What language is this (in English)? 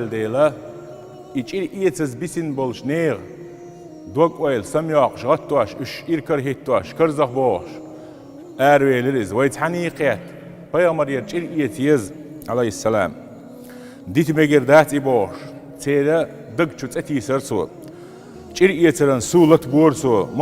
Chechen